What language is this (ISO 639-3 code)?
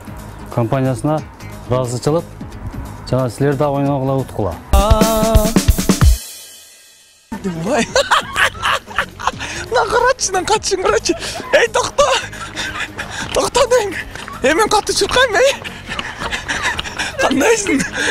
kir